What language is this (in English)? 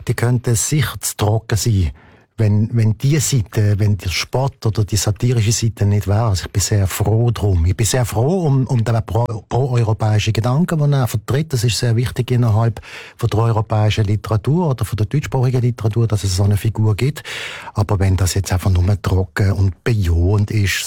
German